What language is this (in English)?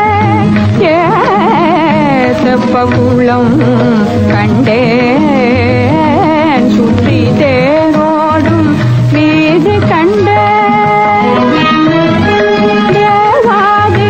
Tamil